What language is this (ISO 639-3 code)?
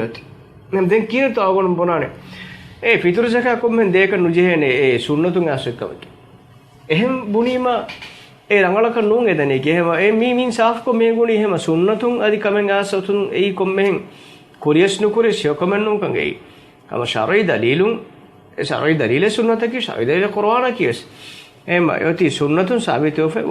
div